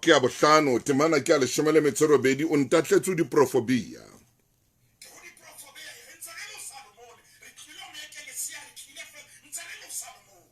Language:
Southern Sotho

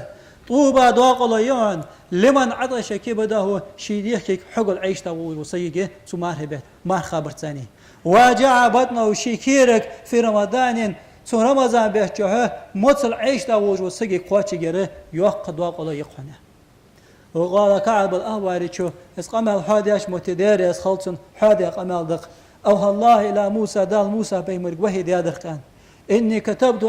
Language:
Ingush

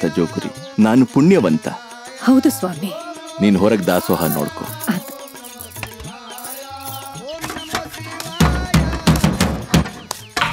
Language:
Kannada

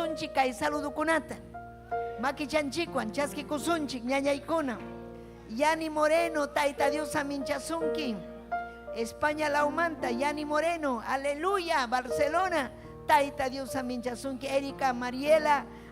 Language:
Ayacucho Quechua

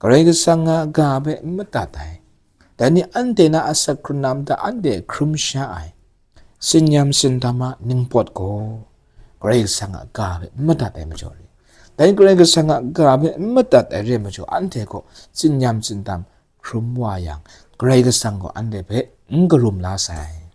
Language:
Kachin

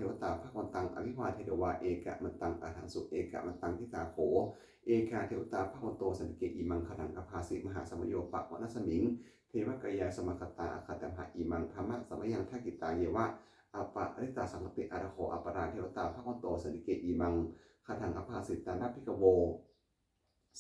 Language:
Pali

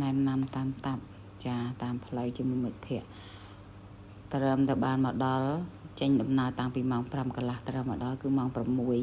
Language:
Khmer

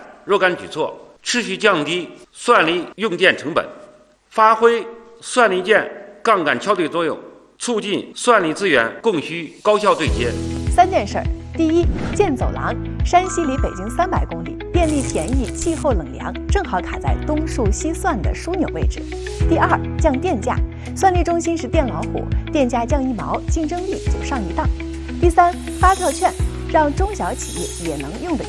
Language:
Chinese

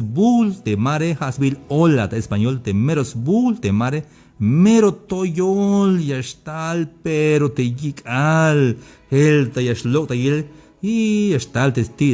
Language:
Tzeltal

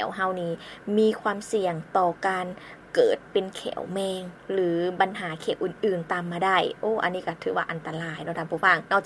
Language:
Lao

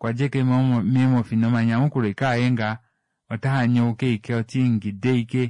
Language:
Kuanyama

